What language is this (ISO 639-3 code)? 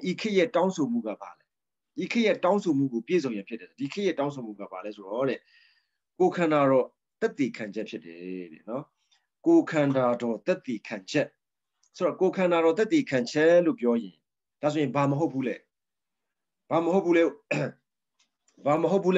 mya